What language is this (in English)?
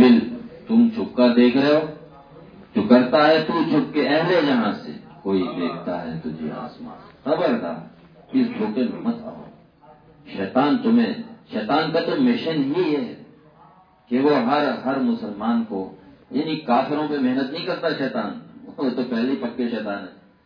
Urdu